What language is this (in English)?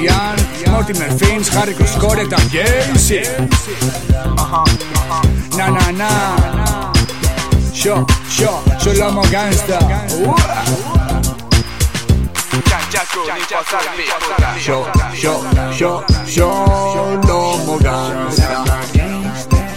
Basque